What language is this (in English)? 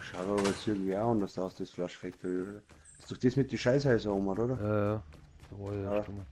Bavarian